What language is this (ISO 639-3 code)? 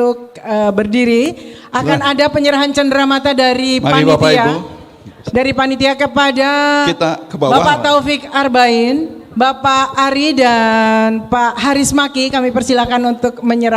bjn